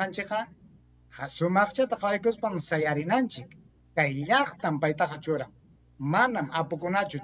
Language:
Ayacucho Quechua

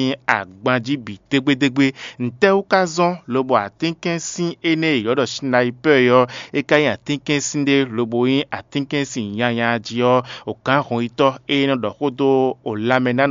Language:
Fon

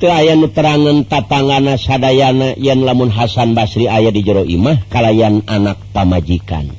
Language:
Sundanese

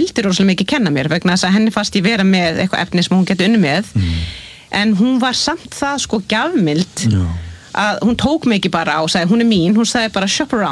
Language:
Icelandic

